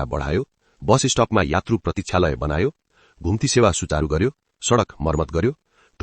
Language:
Nepali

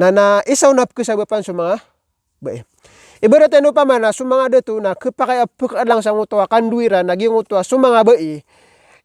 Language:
Maranao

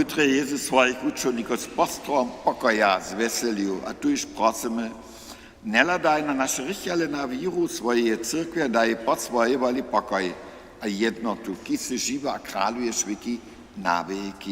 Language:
Upper Sorbian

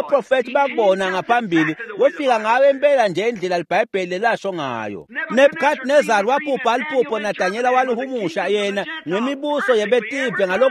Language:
Swati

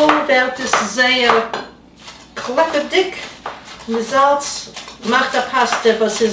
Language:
Yiddish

